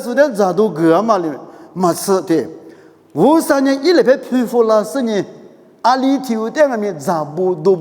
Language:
Lisu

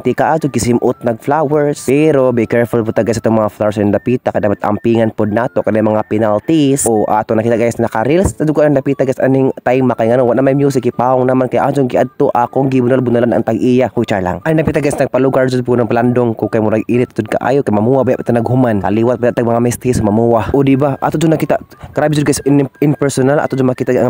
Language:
Cebuano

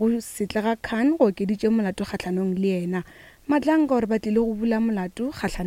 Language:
Northern Sotho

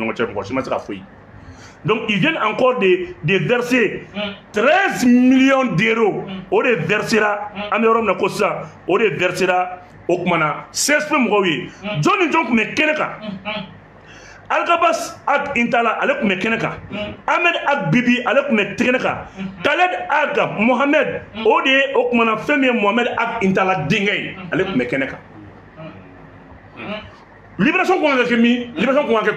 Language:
Bambara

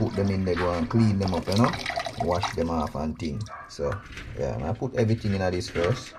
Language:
Jamaican Creole English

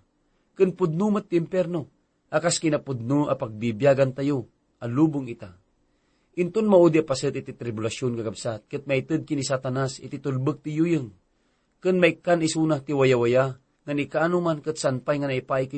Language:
Iloko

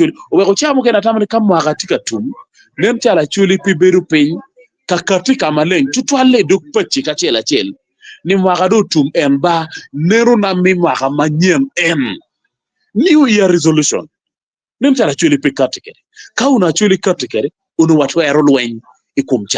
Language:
Acoli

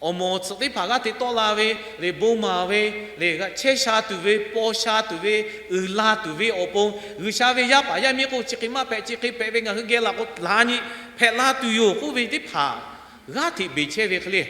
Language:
Lahu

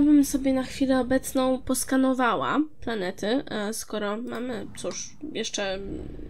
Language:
Polish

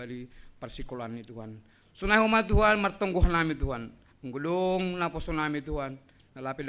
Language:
Batak Simalungun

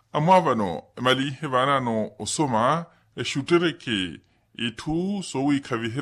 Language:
Makhuwa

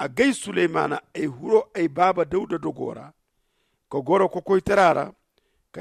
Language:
Zarma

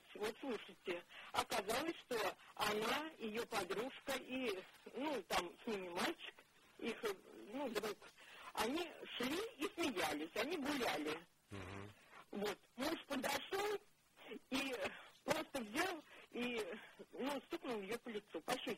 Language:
Russian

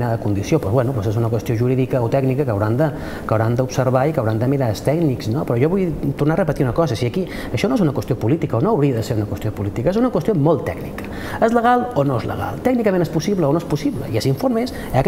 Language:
Catalan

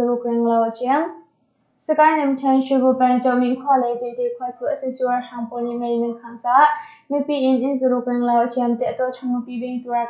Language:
Hakha Chin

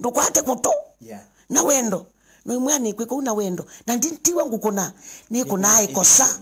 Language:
Kamba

